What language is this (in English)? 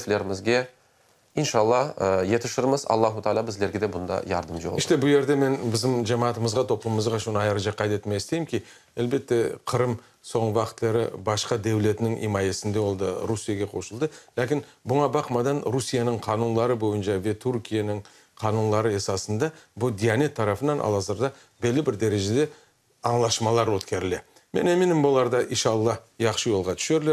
Crimean Tatar